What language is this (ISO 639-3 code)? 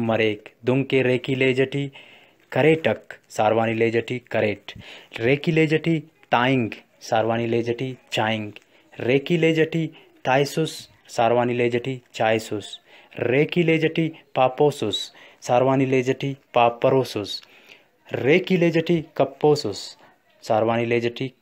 brh